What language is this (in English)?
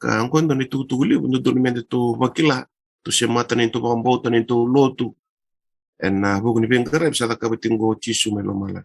Fijian